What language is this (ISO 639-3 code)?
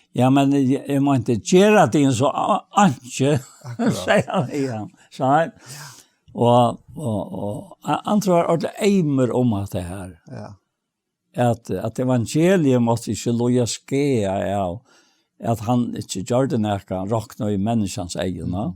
fao